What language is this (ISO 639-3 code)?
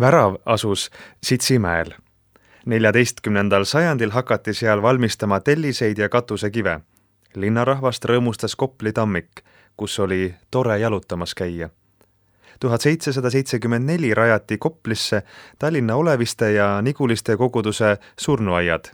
est